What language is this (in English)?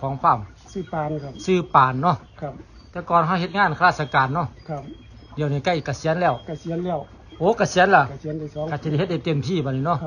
Northeastern Thai